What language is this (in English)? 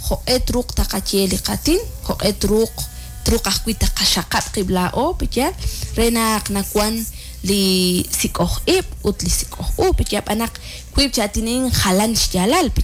Kekchí